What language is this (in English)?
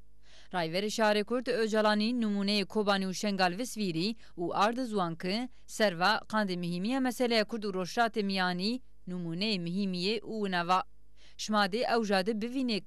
Zaza